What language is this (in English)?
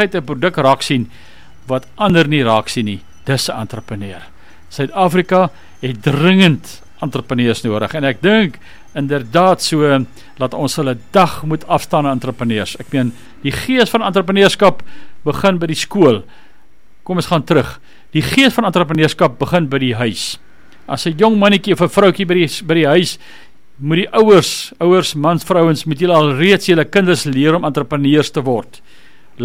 Afrikaans